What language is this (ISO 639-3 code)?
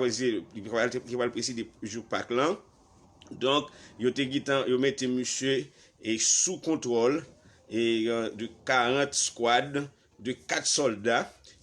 hat